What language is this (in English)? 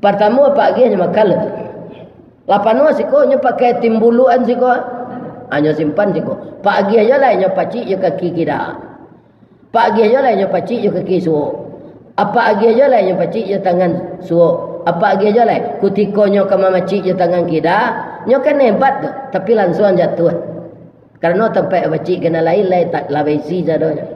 Minangkabau